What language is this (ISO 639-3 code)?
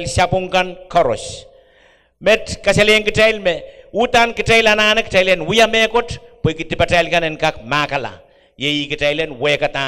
pon